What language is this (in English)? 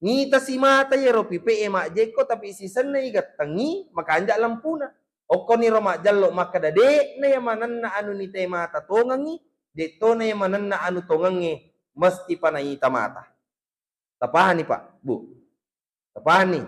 Buginese